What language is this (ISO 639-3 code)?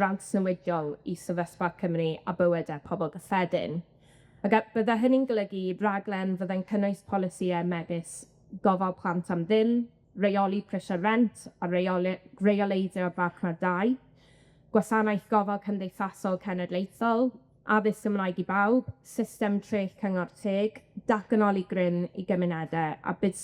cym